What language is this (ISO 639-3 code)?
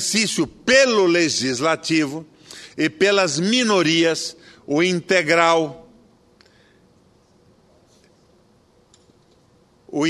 por